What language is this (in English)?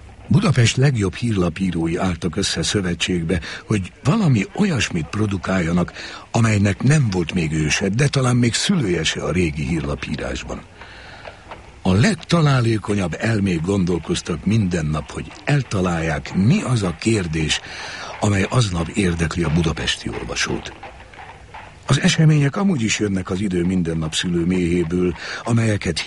Hungarian